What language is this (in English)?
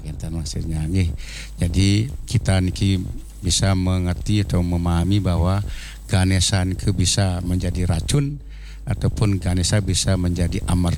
Balinese